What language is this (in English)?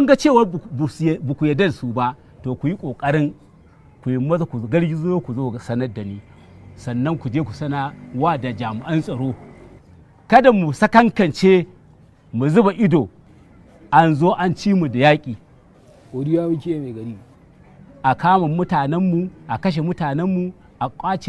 Hausa